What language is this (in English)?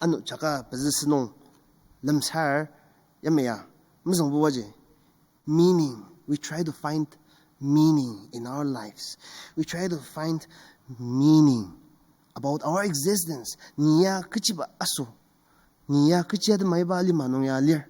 Ao Naga